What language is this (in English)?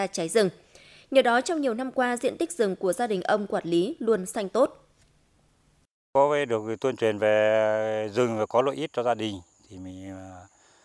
Vietnamese